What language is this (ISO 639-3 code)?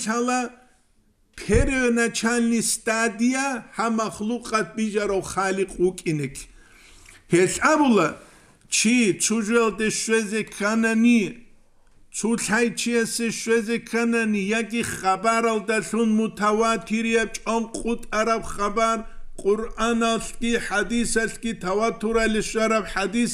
ava